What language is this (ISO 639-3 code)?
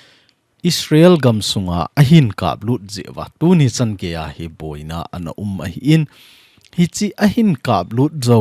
tcz